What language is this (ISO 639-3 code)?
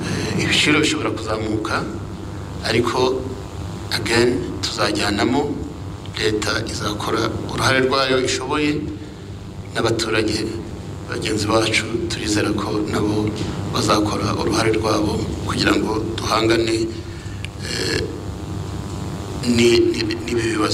kin